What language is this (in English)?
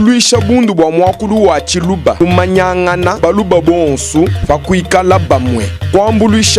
Luba-Lulua